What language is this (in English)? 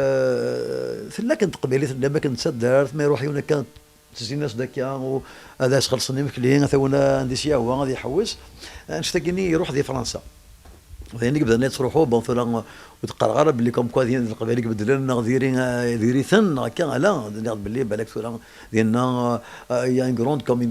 Kabyle